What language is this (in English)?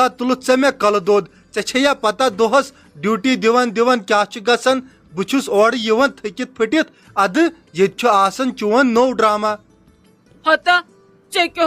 Kashmiri